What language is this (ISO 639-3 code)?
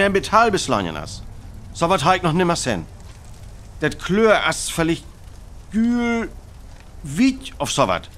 frr